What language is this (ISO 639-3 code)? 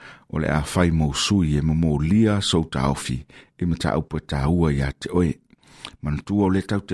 smo